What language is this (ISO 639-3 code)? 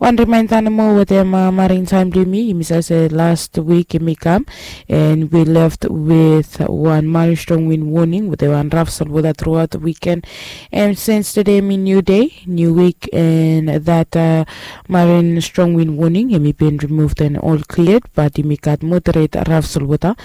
bis